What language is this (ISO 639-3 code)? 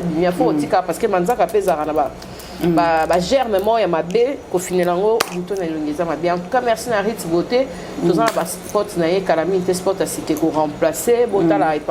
lin